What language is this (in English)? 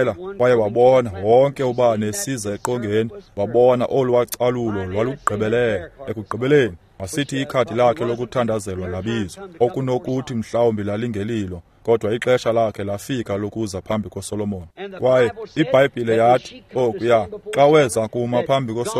Xhosa